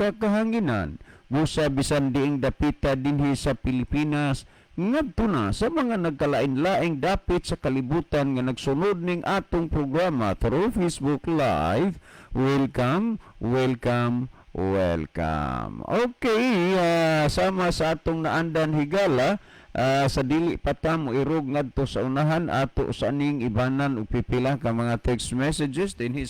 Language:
Cebuano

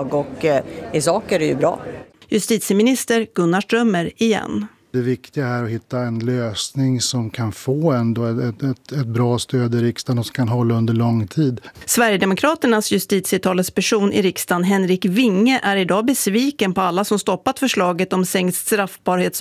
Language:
Swedish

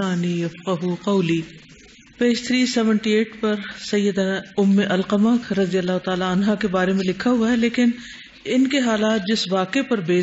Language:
Urdu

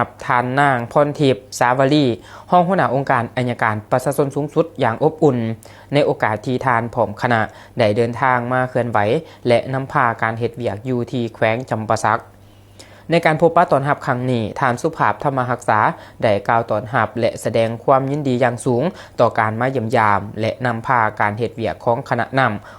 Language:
Lao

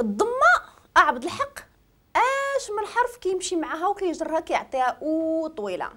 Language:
Moroccan Arabic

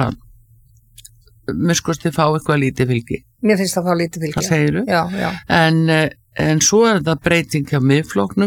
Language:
Icelandic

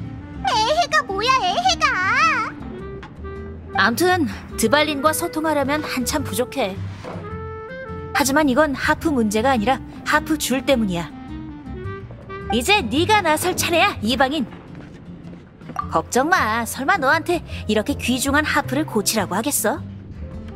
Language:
Korean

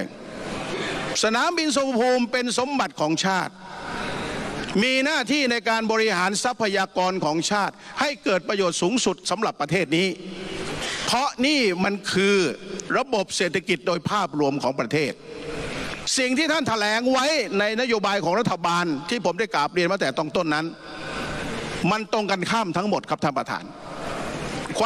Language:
Thai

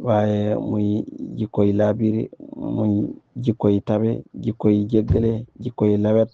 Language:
Wolof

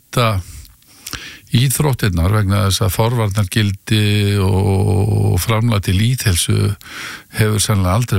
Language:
Icelandic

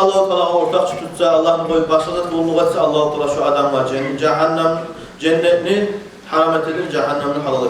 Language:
Kumyk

